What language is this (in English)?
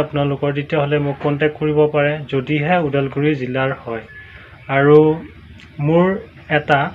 Assamese